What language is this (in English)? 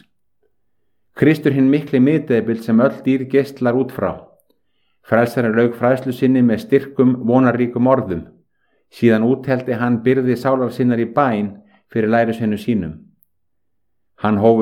Icelandic